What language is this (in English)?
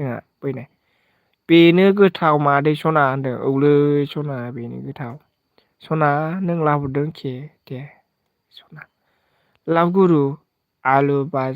Bodo